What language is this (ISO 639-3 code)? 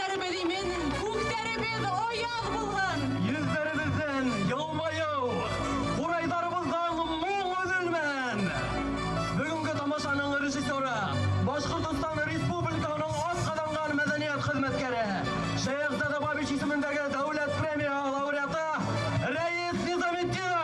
bak